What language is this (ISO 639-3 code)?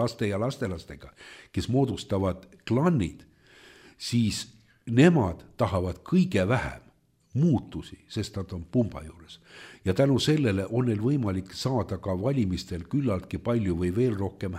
est